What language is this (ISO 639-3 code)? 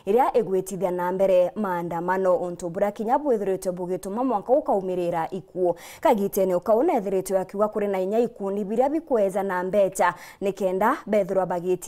mer